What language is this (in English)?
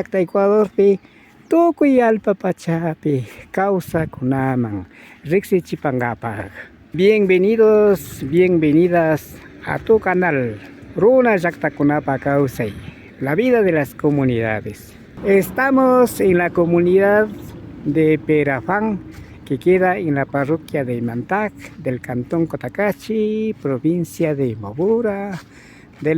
Imbabura Highland Quichua